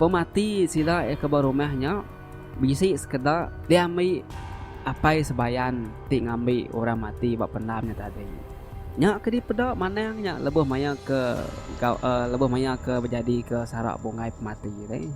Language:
Iban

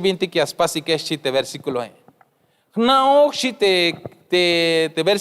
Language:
Tzeltal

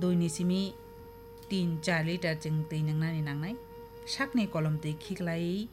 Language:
Kok Borok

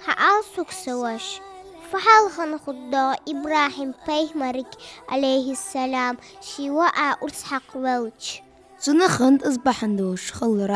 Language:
Ingush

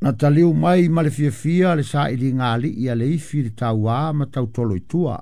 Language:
Samoan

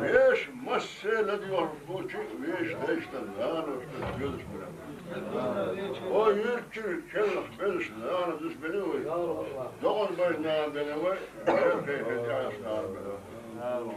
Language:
Chechen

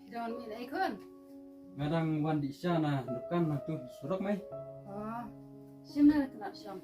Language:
Khasi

